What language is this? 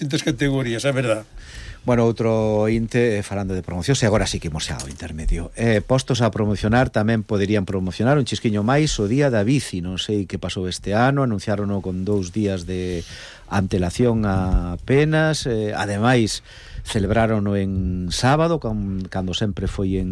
Galician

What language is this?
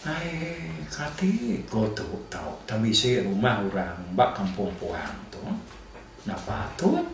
Iban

